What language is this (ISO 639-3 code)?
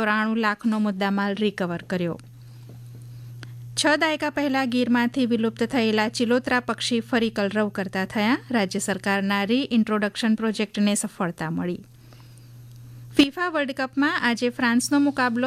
guj